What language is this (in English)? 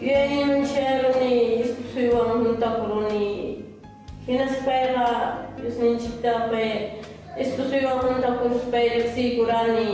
Ayacucho Quechua